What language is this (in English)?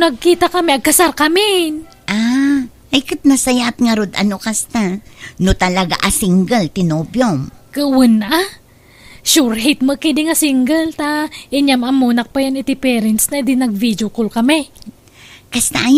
Iloko